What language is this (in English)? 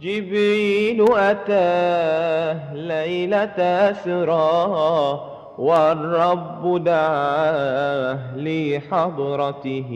Madurese